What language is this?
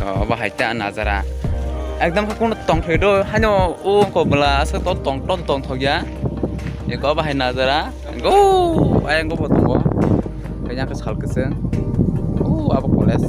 Kok Borok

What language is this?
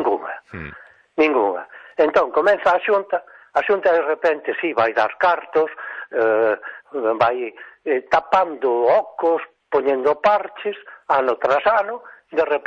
Galician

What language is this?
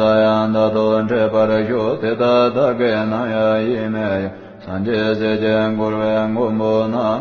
Tibetan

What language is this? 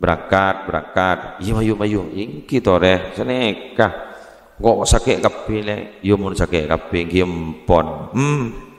Madurese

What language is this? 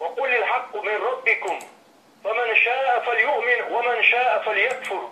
Chechen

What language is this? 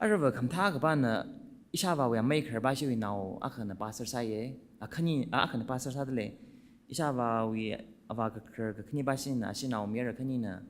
Tangkhul Naga (India)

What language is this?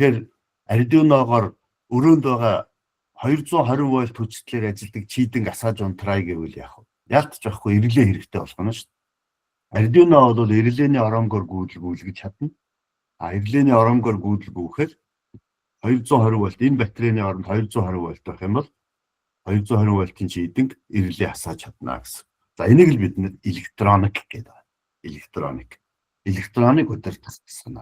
Mongolian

